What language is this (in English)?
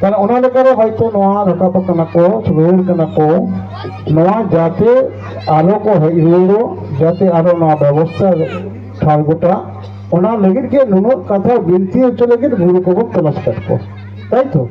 Santali